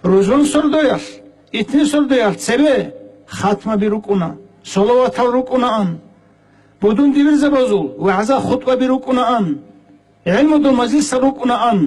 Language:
Avaric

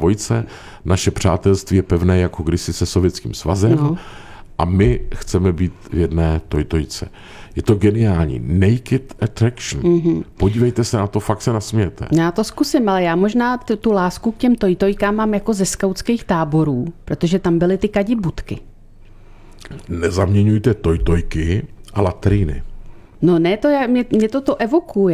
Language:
Czech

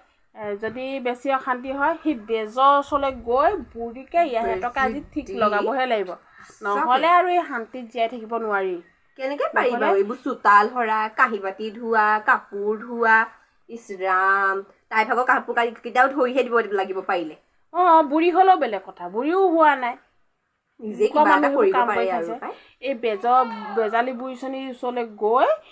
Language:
Assamese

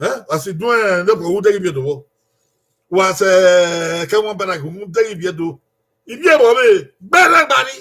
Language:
Bini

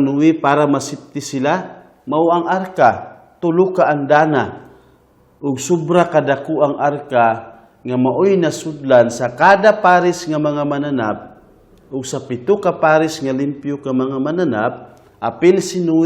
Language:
Cebuano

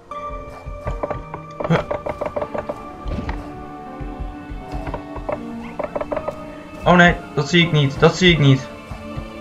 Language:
Dutch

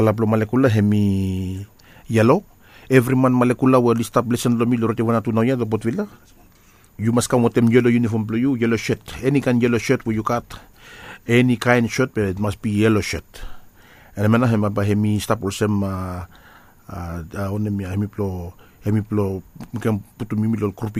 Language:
Bislama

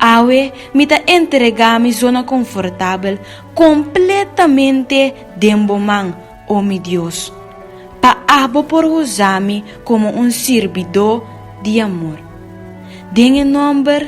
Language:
Papiamento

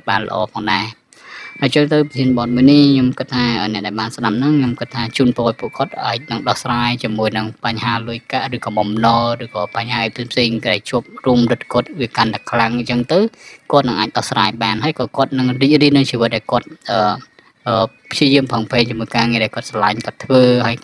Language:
Khmer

